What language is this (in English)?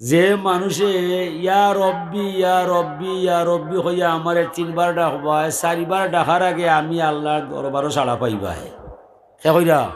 Sylheti